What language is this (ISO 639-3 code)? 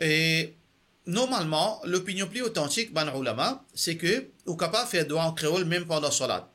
mfe